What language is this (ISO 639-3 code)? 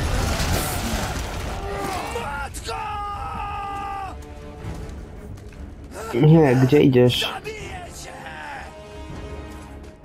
pol